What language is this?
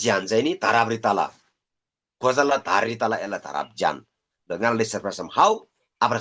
Eastern Tamang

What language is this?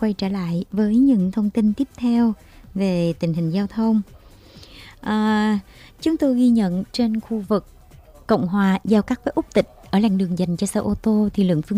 Vietnamese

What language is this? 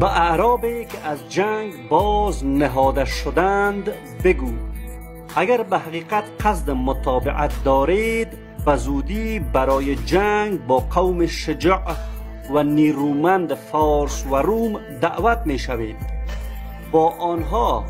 Persian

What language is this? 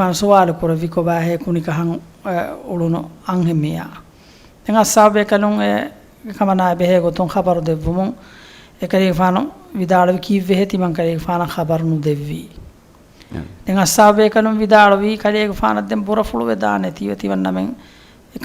Divehi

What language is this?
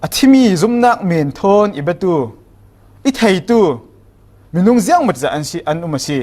Falam Chin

